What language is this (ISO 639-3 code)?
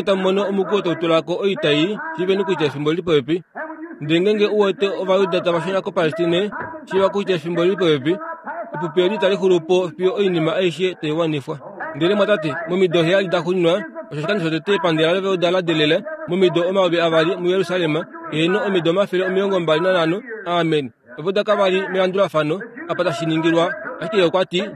kua